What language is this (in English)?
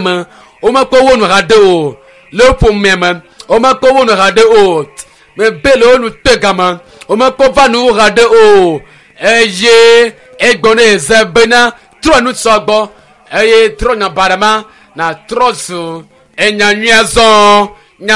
Ewe